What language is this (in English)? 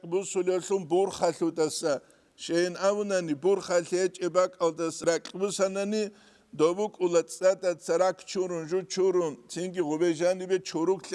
Avaric